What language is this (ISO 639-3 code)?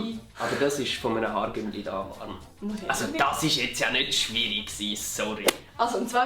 gsw